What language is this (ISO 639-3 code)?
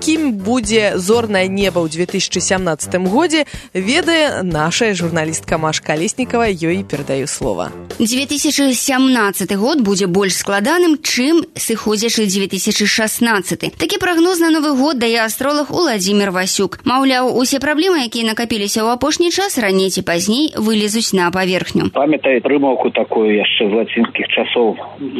bel